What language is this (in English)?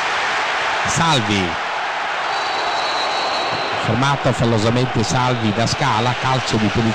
Italian